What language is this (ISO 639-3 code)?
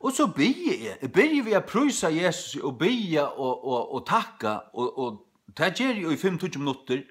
fao